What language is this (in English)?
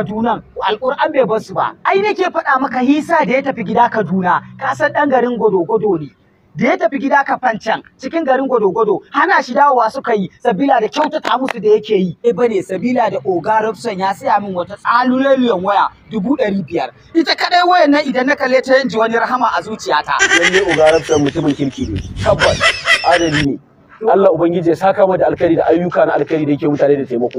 Hausa